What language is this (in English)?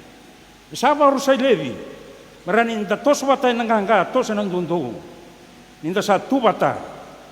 Fijian